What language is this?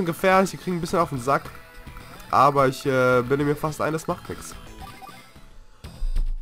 German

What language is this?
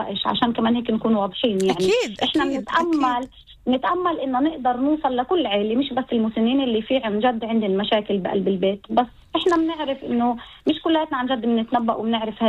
North Levantine Arabic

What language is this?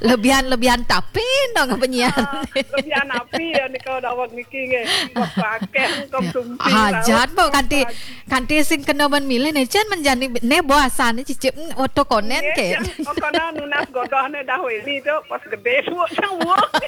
Balinese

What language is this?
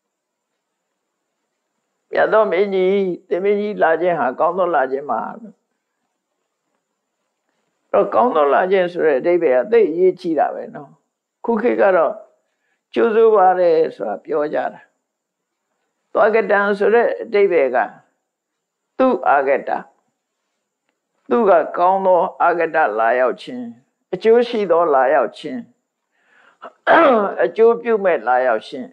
Burmese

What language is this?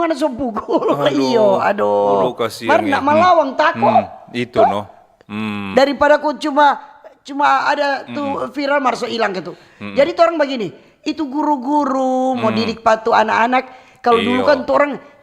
Manado Malay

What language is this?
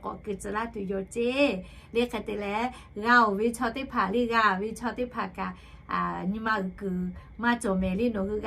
Lahu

